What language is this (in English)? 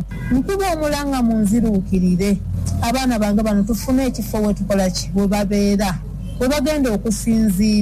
Ganda